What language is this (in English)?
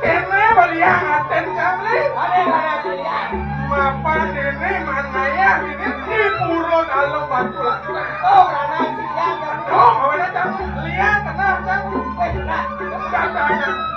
Balinese